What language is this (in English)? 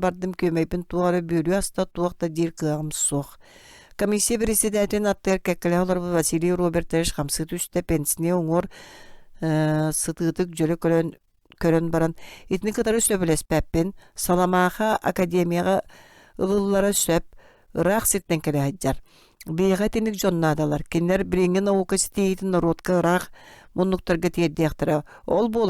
Yakut